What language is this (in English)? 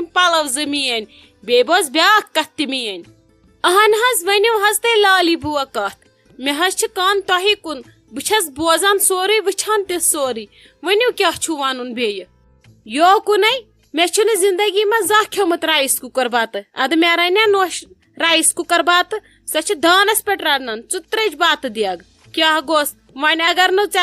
Kashmiri